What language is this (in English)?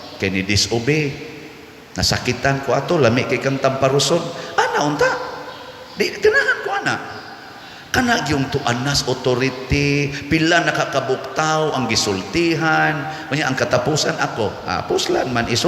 Cebuano